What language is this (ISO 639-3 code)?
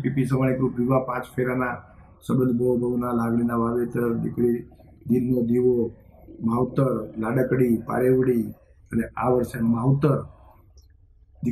guj